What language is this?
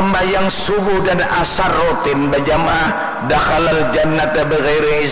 Banjar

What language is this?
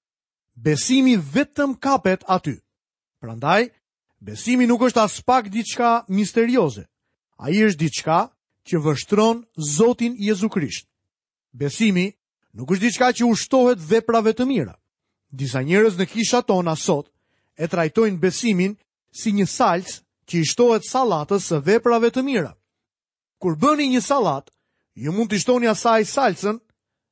Albanian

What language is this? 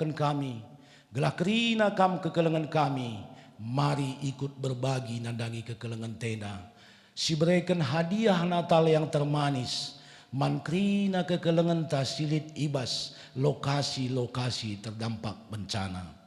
Batak Karo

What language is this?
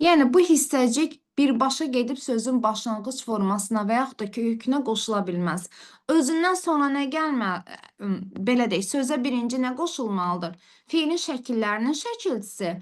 Azerbaijani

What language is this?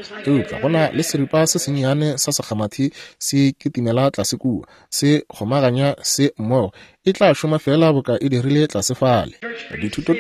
Northern Sotho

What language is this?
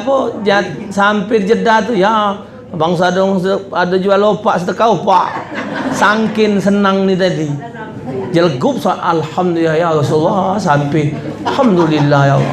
Musi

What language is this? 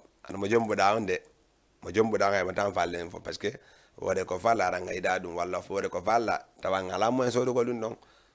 Fula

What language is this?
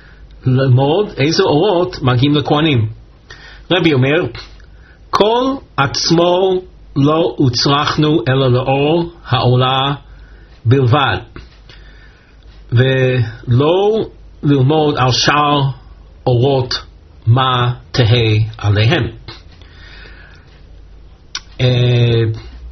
Hebrew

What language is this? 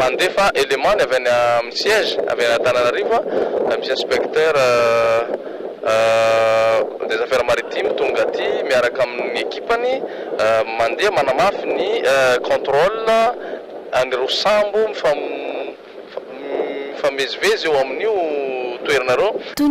Malagasy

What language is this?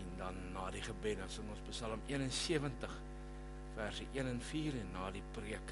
Afrikaans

